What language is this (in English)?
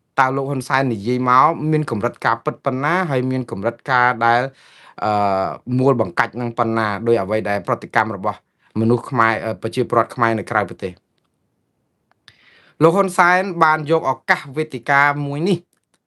Khmer